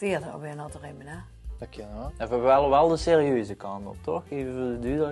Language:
Limburgish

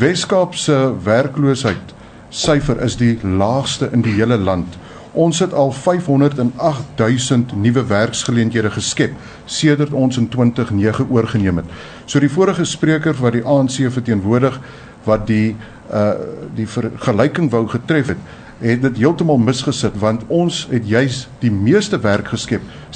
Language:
Afrikaans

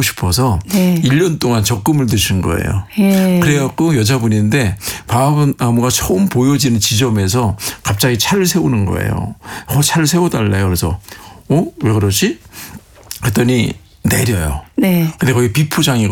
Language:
Korean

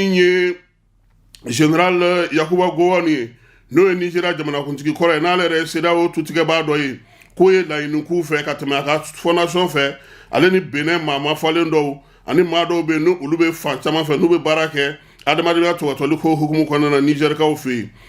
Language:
Bambara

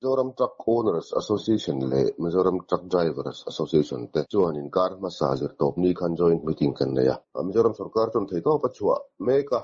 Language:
Mizo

